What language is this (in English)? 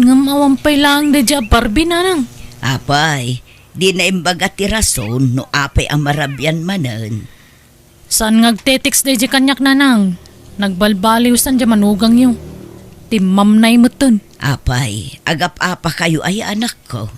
Iloko